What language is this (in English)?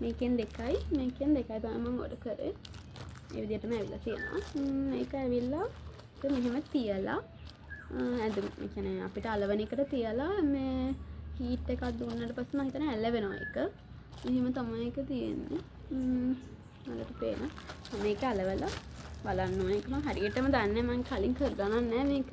Sinhala